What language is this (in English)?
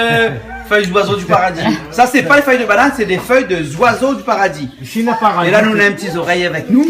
Réunion Creole French